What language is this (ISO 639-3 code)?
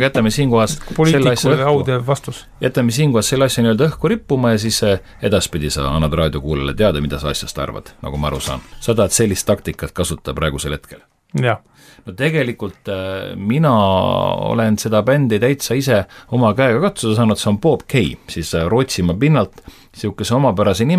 est